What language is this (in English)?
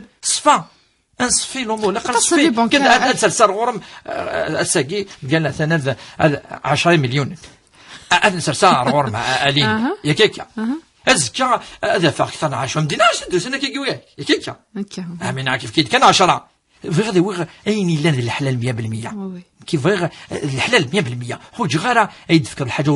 Kabyle